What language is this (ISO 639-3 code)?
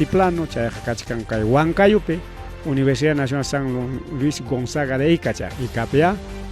quy